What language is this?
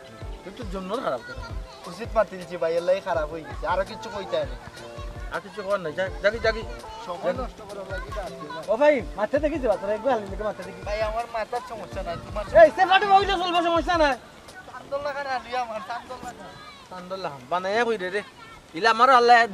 Sylheti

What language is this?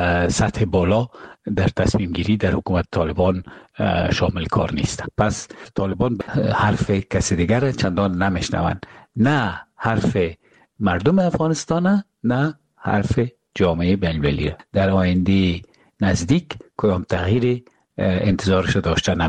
Persian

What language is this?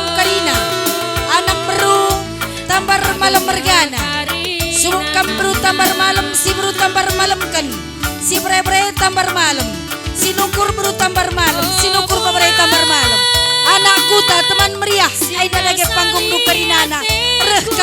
Batak Karo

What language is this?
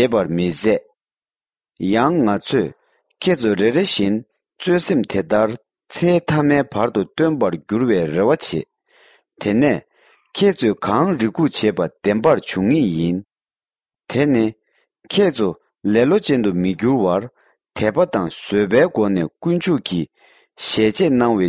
Tibetan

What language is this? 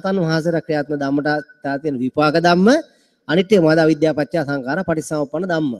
Sinhala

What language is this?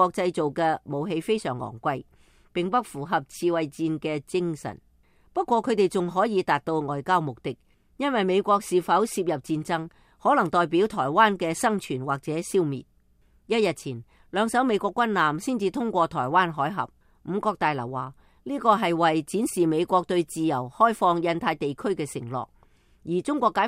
Cantonese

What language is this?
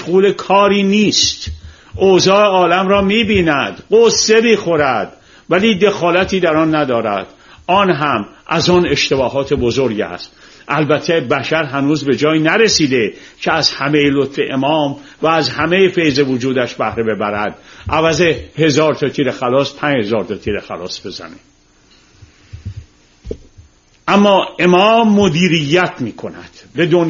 Persian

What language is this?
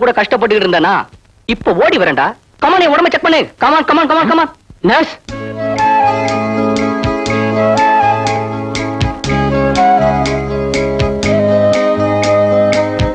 Tamil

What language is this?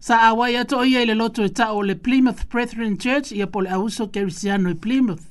Samoan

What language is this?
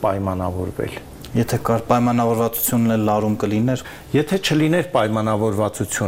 Armenian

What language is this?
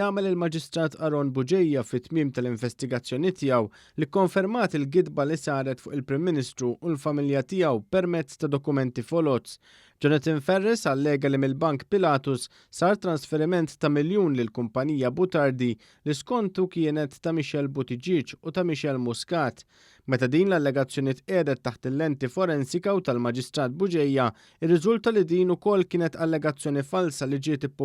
Maltese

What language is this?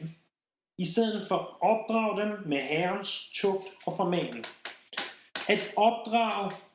Danish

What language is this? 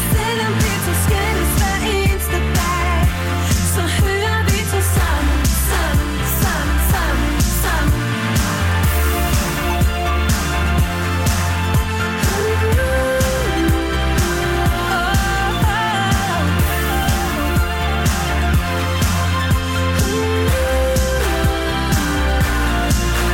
Danish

